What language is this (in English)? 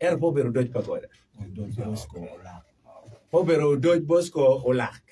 Acoli